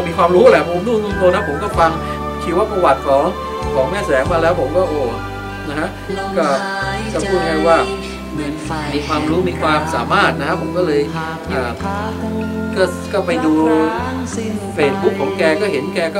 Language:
Thai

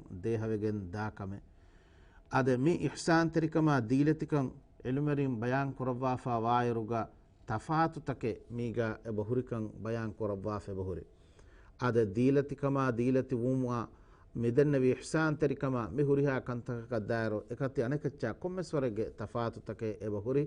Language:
Divehi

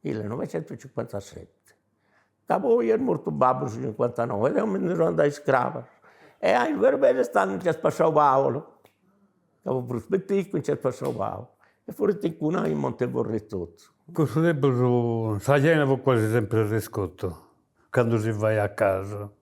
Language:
Sardinian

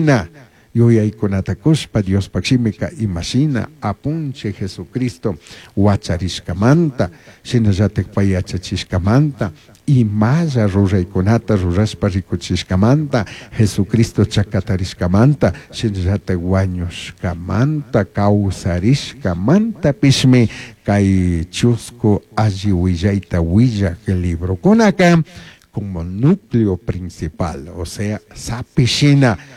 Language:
Chimborazo Highland Quichua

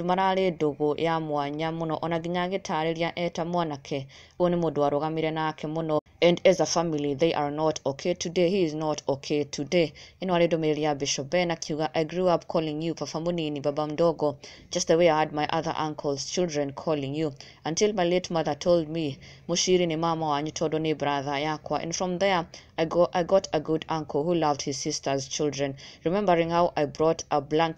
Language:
Kikuyu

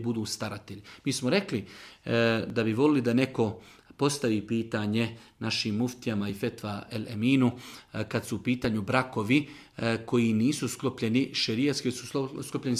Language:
Bosnian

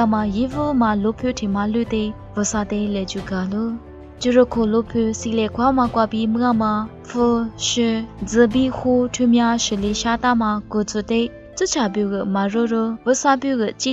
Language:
Lisu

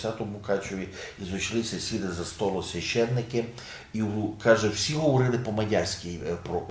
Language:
Rusyn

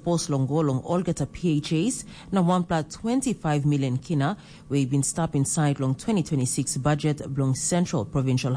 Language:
Tok Pisin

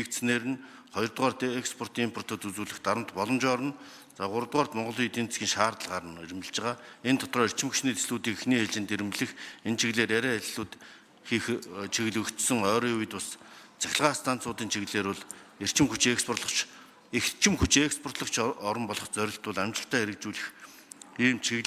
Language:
Mongolian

